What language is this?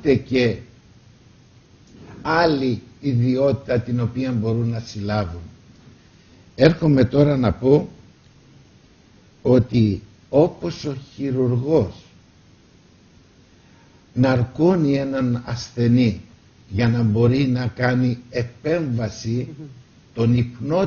Greek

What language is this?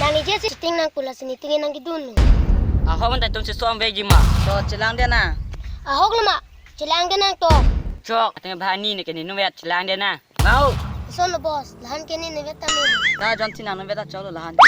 Karbi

